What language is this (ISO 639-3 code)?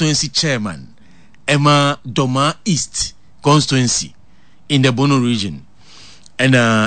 aka